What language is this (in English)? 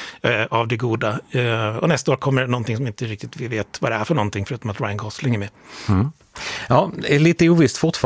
Swedish